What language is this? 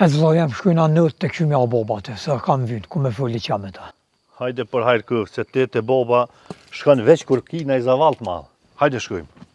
Albanian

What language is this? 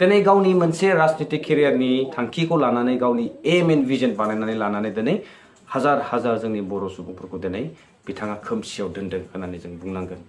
Bodo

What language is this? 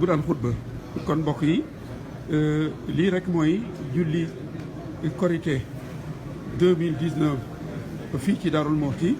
Wolof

